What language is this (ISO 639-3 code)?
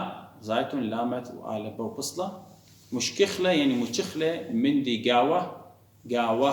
aii